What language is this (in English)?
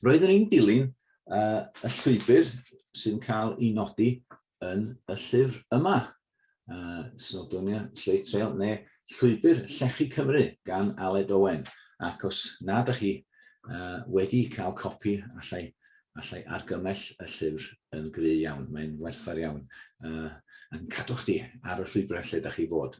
Welsh